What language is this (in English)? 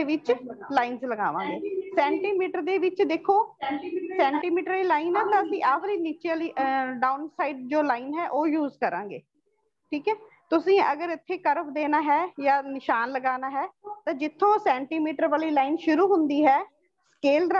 Punjabi